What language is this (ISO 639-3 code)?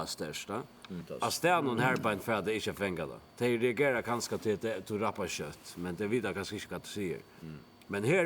fao